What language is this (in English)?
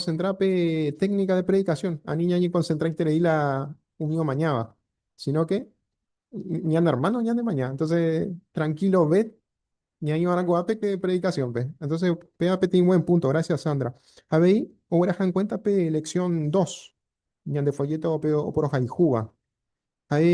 Guarani